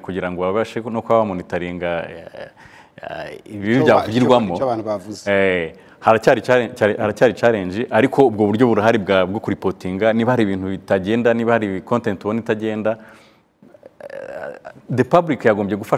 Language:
Kinyarwanda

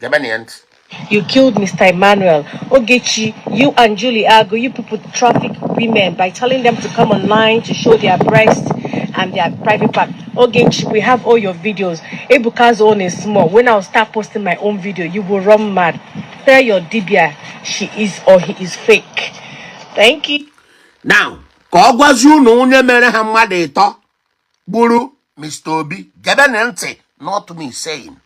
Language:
Igbo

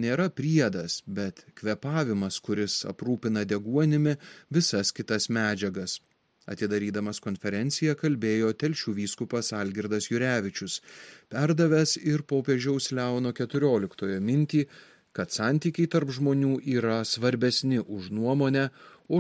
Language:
Lithuanian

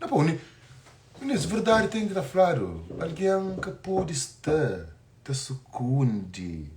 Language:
Kabuverdianu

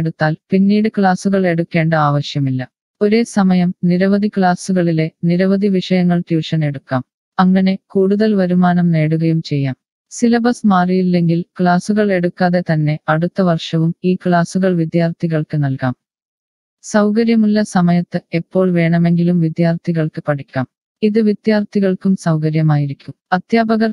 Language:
Malayalam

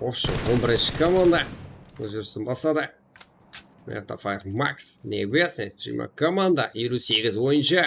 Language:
Kara-Kalpak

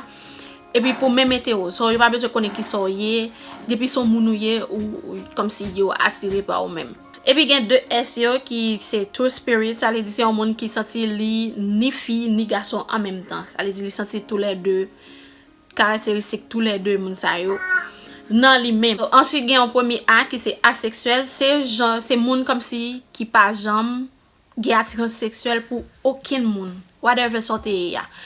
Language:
Haitian Creole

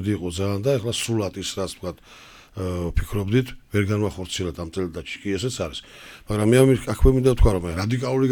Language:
Georgian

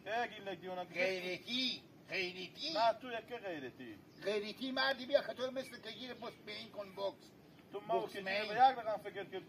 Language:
Hazaragi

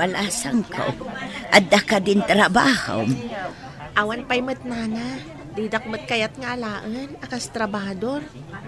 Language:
Iloko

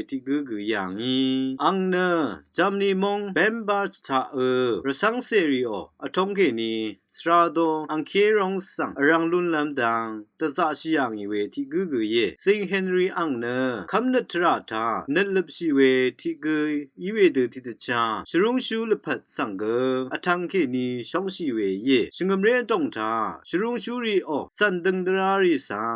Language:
Rawang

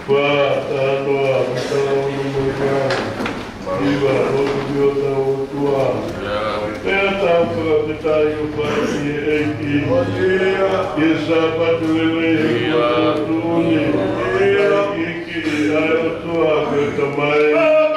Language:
Tongan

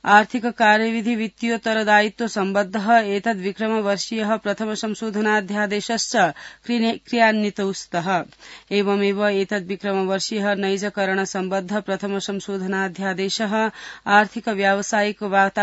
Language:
Sanskrit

